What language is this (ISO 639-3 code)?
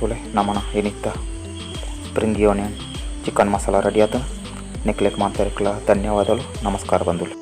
tcy